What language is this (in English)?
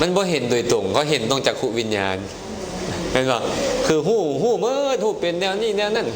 Lao